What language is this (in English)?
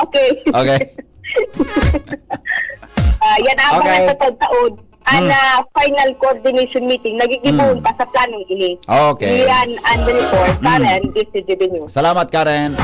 Bikol